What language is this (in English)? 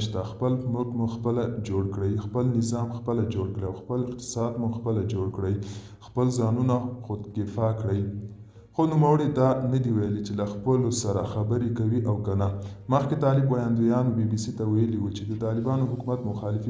Pashto